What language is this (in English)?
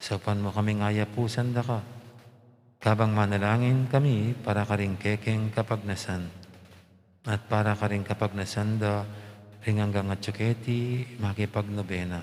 Pampanga